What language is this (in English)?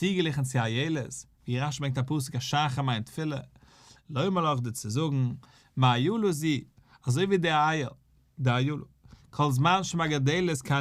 Yiddish